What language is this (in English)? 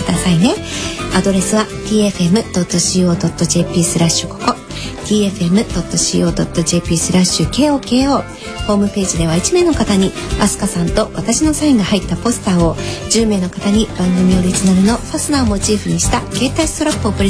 Japanese